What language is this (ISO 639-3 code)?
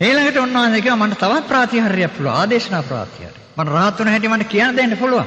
sin